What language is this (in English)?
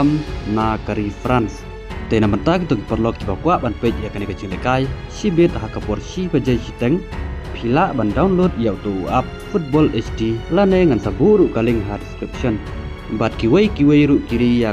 Khasi